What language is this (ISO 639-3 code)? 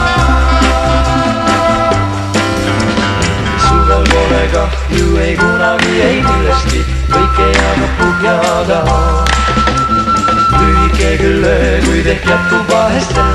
est